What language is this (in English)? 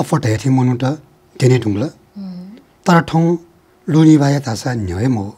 Newari